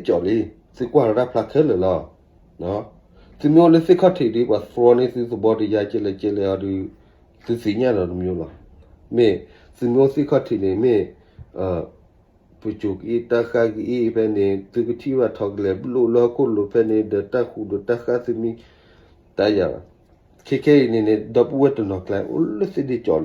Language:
S'gaw Karen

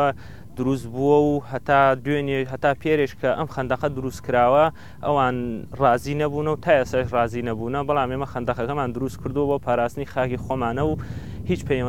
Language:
Central Kurdish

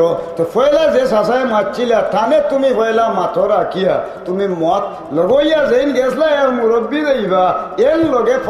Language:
Sylheti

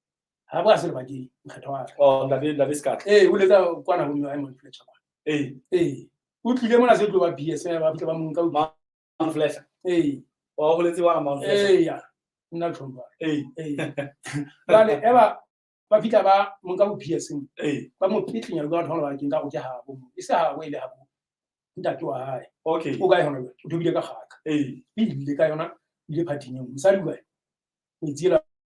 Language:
Southern Sotho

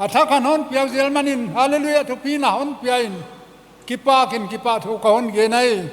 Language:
Paite Chin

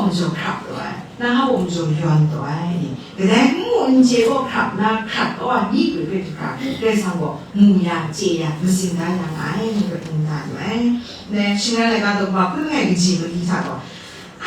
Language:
Kachin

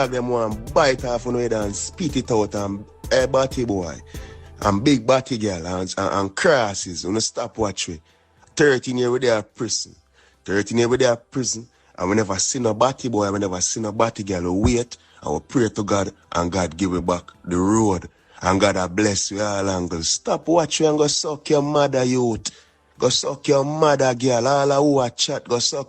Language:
Jamaican Creole English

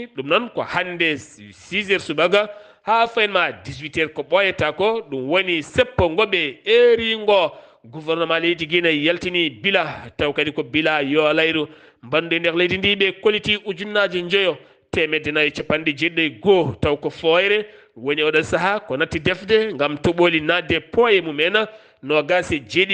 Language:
Fula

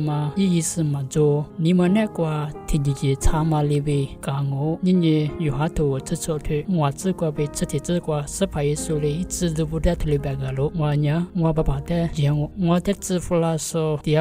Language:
Lisu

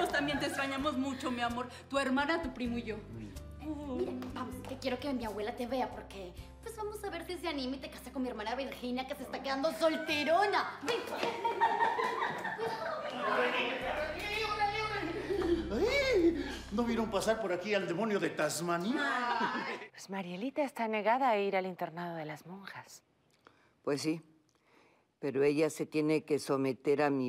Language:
Spanish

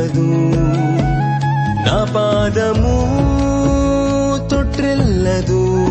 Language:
Telugu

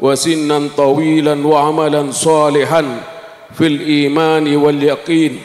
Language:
Madurese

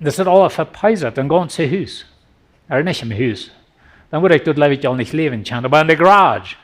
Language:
Plautdietsch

